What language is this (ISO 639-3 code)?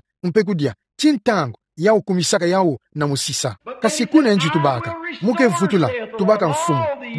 ktu